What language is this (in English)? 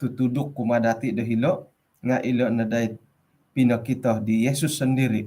Central Dusun